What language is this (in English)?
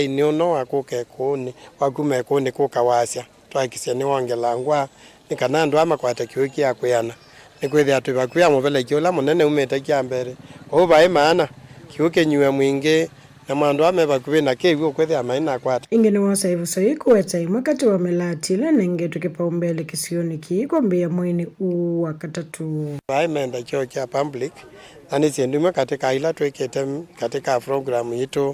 Kamba